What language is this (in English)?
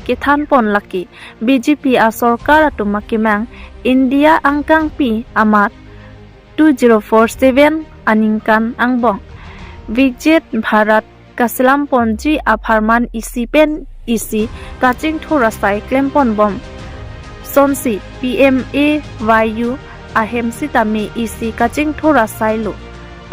Karbi